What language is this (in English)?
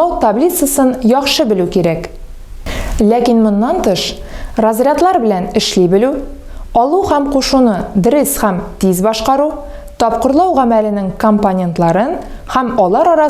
Tatar